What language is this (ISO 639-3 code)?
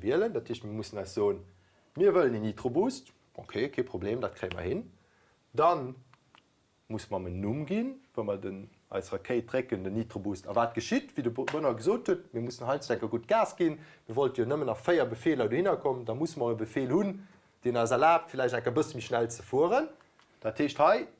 ltz